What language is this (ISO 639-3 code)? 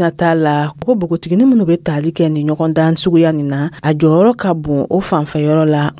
dyu